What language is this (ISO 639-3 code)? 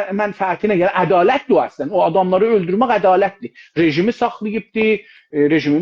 azb